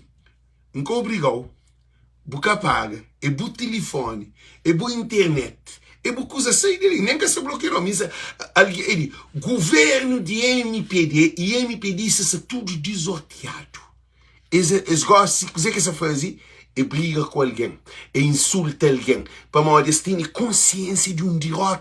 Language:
Kabuverdianu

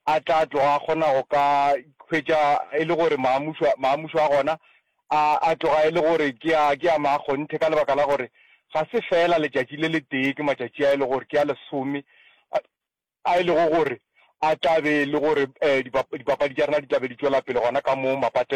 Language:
Northern Sotho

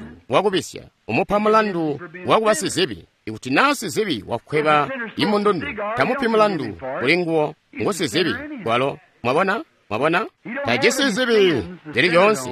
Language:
Tonga (Zambia)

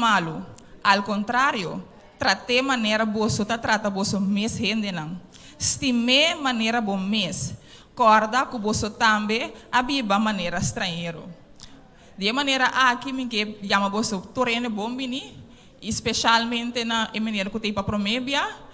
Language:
Papiamento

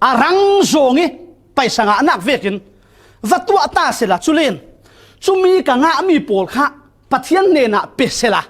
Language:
Falam Chin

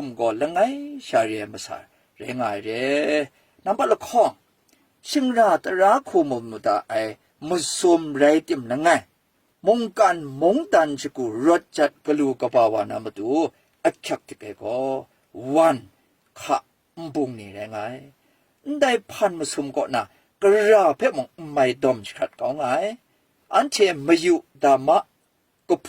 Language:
Kachin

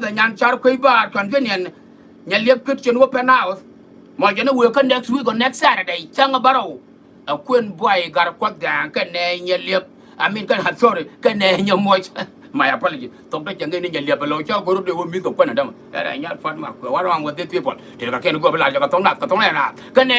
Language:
Nuer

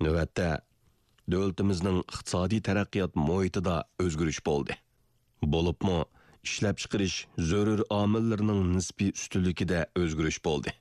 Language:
Uyghur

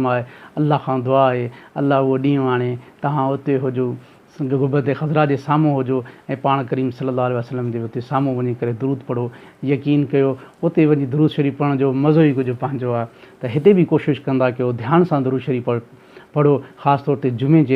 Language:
Sindhi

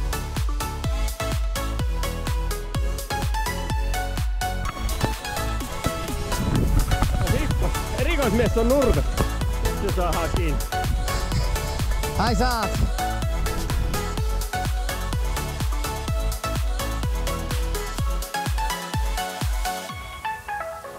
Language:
Finnish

